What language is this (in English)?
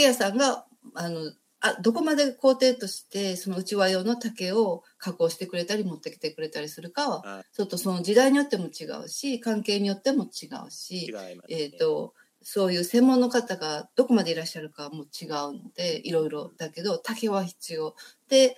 Japanese